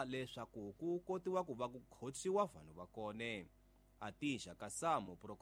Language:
Tsonga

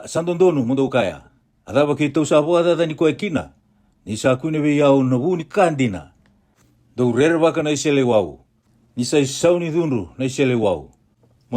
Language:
Fijian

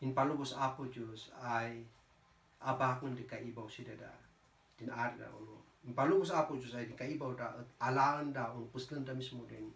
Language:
Kankanaey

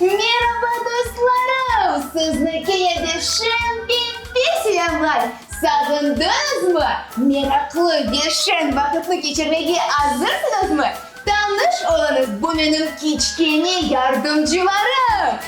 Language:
Crimean Tatar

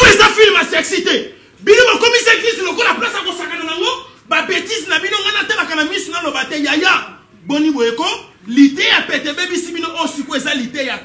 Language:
Lingala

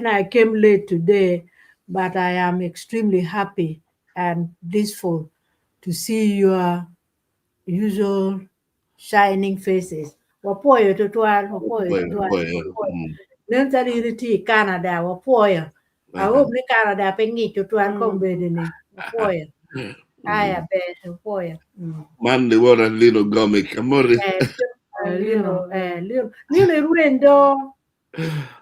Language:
Acoli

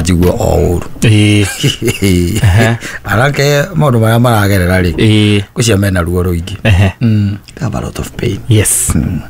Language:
Kikuyu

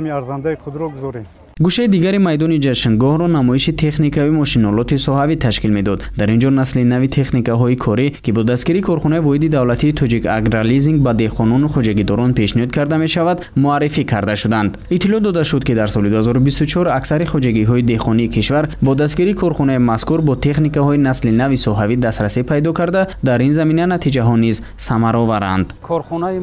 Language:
Tajik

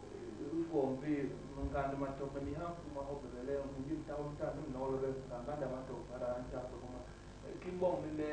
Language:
Basaa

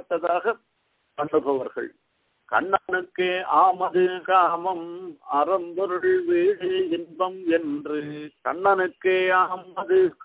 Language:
Tamil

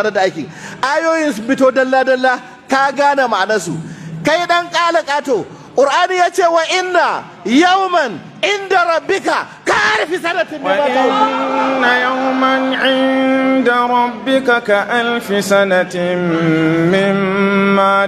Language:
Hausa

